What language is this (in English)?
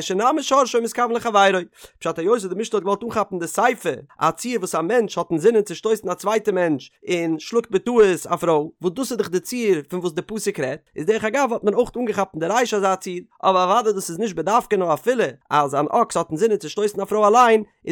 Yiddish